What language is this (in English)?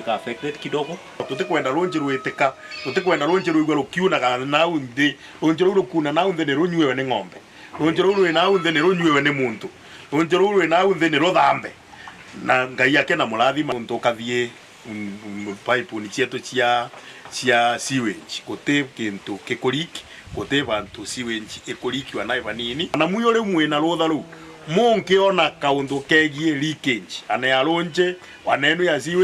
Meru